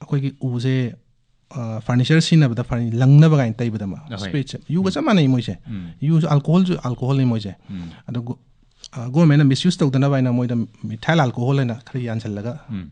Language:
Manipuri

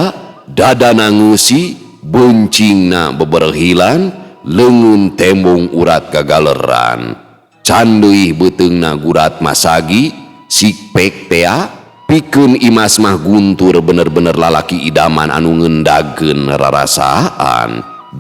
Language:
Sundanese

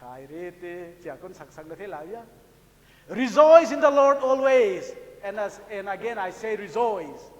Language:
Paite Chin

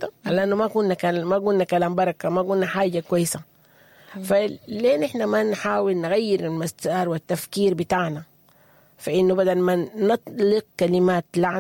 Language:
Sudanese Arabic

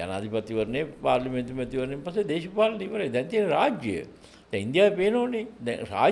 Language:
Sinhala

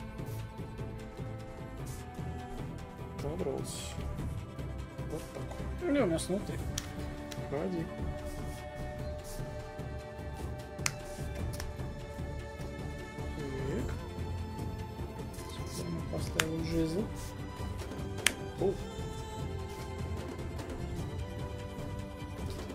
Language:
Russian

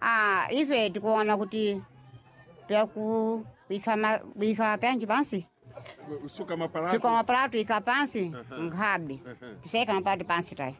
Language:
Sena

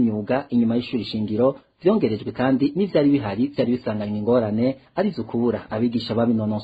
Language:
Rundi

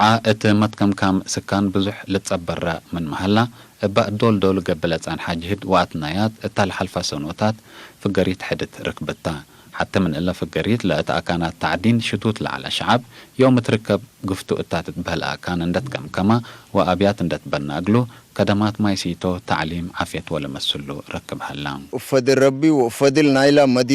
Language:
Tigre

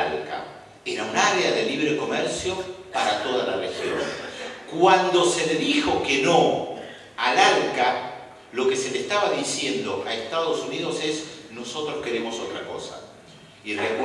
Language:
Spanish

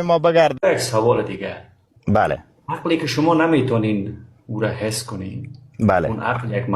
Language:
Persian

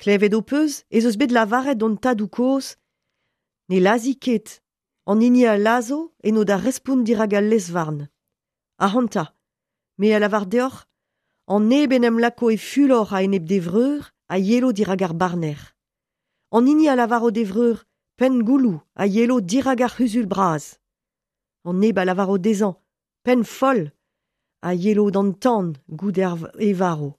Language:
Breton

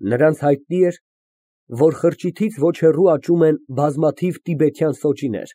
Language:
Armenian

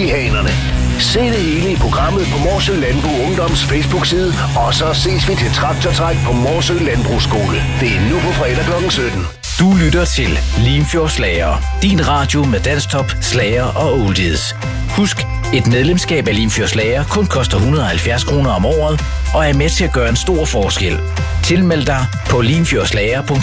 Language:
Danish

